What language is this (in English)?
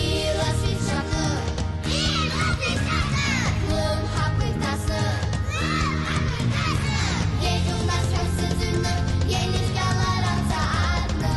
Abkhazian